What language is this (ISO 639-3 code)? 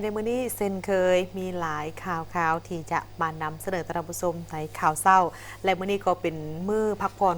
lao